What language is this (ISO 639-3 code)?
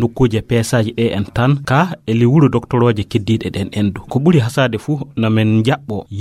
ful